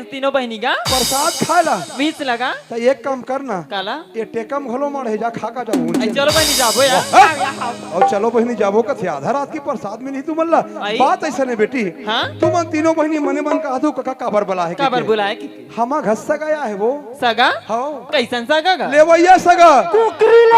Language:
Chhattisgarhi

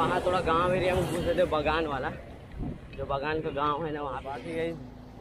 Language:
Hindi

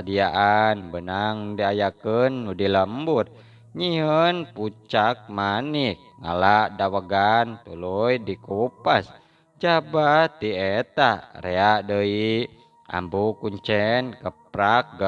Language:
Sundanese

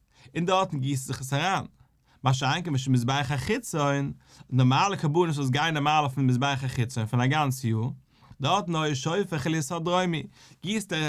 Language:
Yiddish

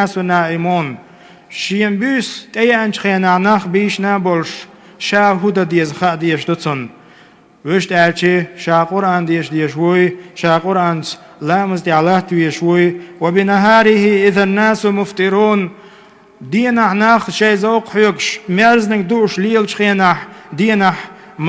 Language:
Chechen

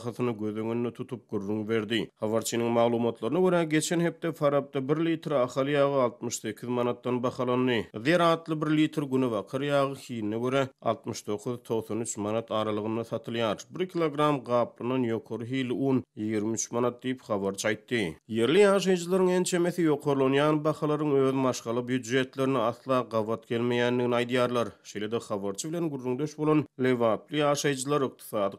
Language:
Turkmen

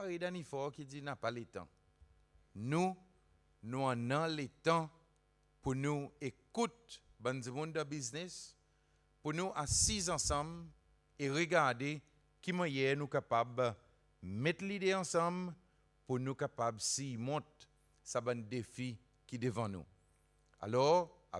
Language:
Seselwa Creole French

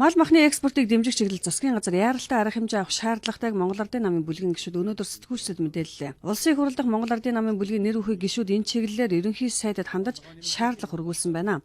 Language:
Mongolian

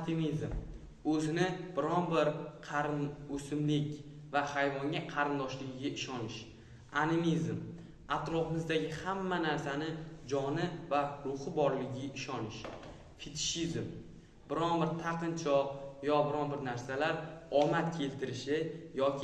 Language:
Uzbek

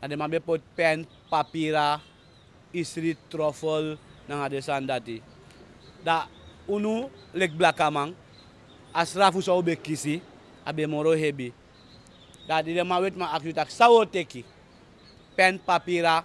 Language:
Sranan Tongo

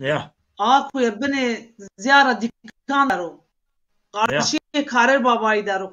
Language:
Zaza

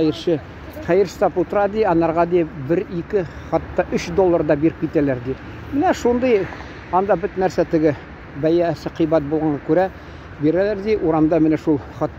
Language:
Tatar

